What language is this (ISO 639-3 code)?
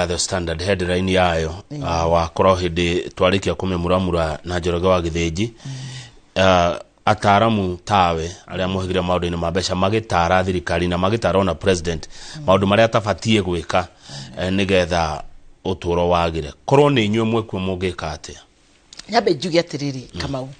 kik